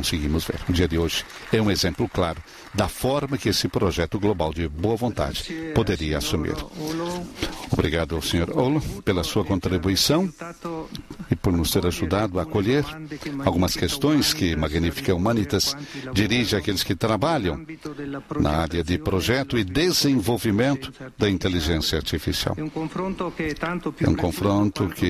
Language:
Portuguese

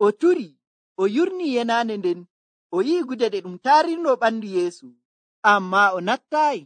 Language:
Nigerian Fulfulde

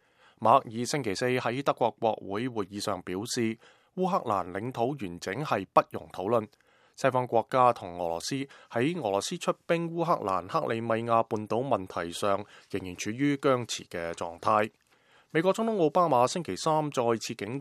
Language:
Cantonese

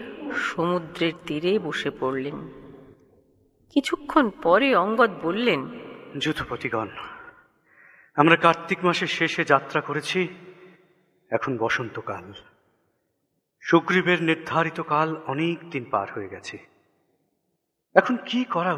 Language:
Bangla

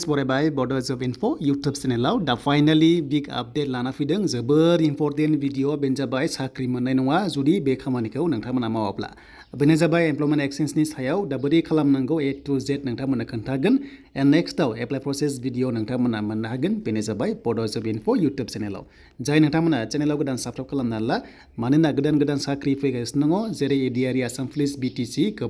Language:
Bodo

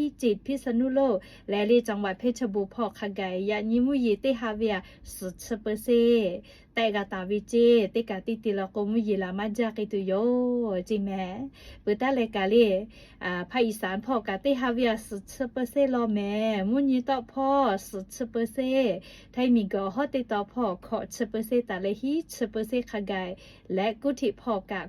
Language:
Lahu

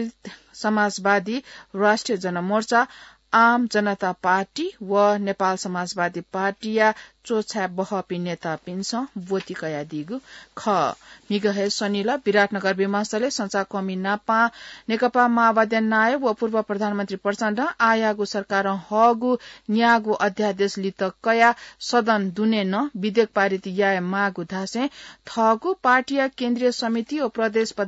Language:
Newari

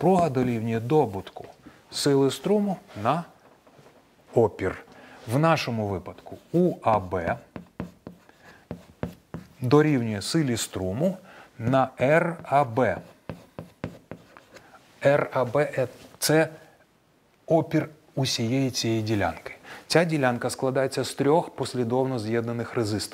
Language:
Ukrainian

